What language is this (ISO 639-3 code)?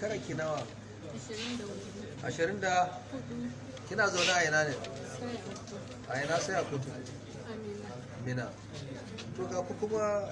hau